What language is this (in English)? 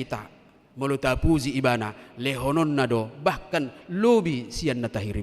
Batak Toba